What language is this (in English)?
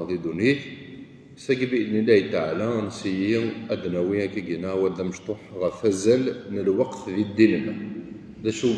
Kabyle